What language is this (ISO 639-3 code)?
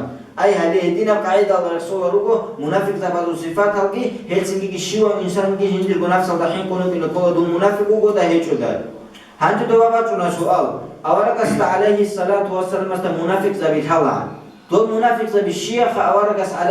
ava